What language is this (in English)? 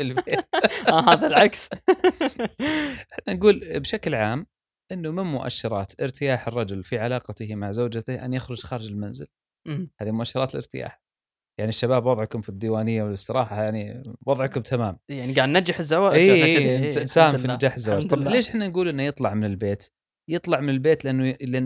Gulf Arabic